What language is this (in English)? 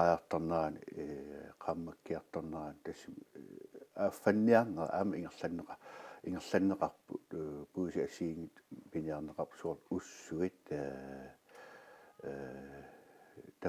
Kalaallisut